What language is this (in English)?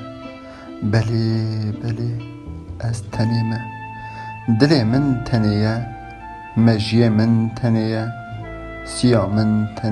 Kurdish